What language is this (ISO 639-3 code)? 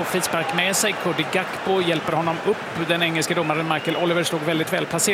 swe